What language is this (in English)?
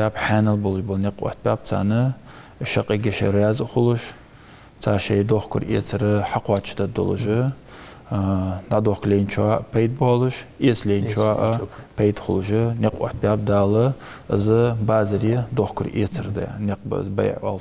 Ingush